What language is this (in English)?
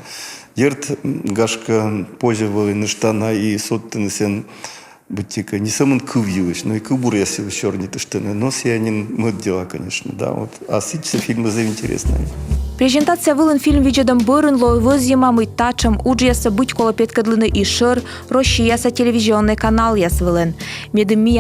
Komi